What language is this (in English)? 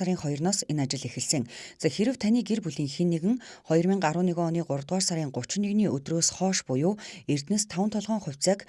Mongolian